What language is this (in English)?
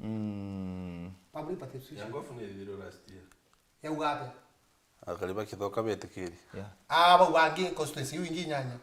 Meru